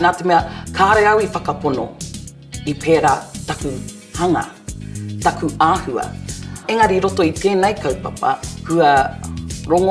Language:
Māori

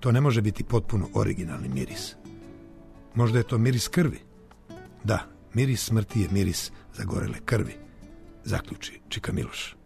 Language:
Serbian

